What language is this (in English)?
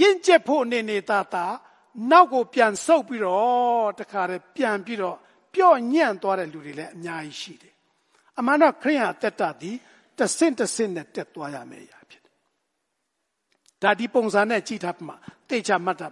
Burmese